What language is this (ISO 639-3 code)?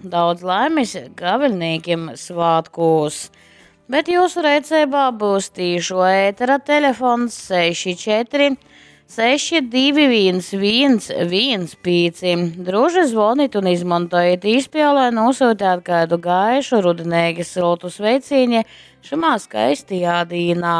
ltg